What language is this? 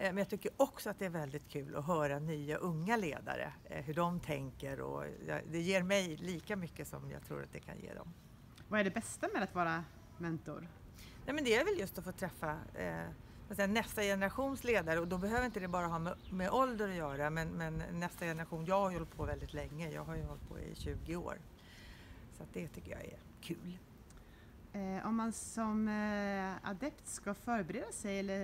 Swedish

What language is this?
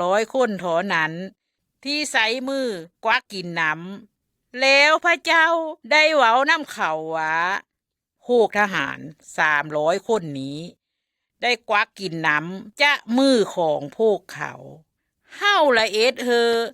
Lao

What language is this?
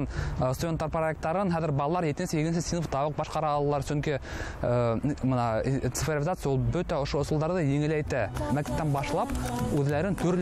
Bashkir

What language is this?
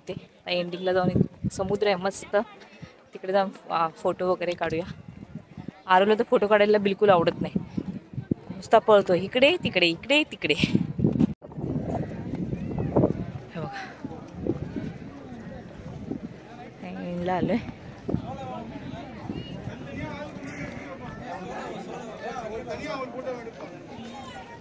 Marathi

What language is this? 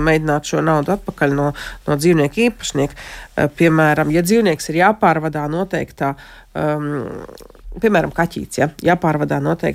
Latvian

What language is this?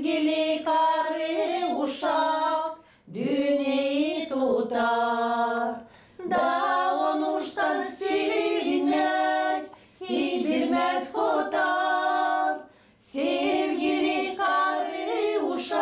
Gagauz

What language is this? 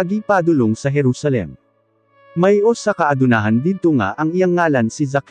Cebuano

